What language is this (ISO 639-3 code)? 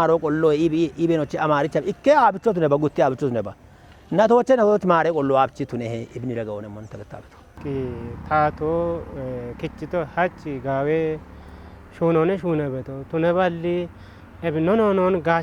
kbr